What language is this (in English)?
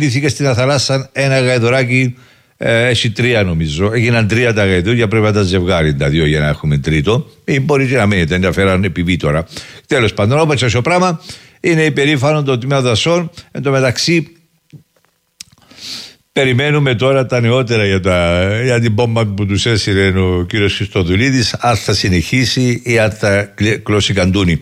Greek